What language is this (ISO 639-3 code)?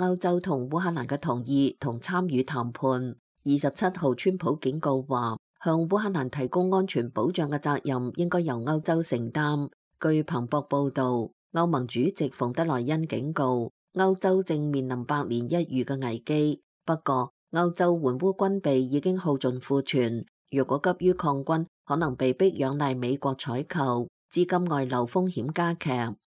yue